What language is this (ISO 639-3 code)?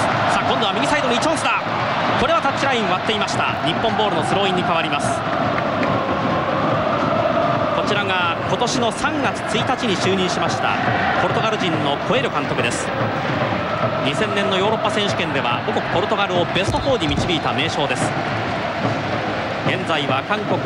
jpn